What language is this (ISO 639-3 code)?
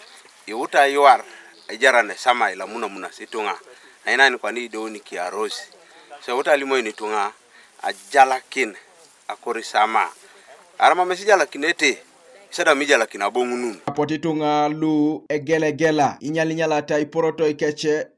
teo